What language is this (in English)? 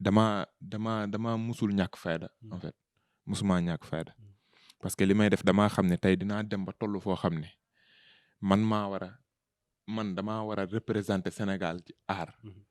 Wolof